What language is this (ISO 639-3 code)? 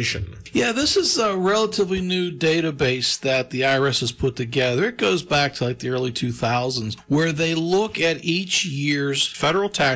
eng